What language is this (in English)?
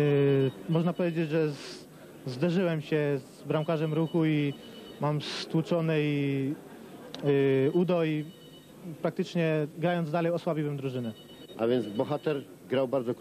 Polish